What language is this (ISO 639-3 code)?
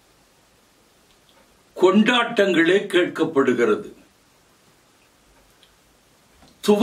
tam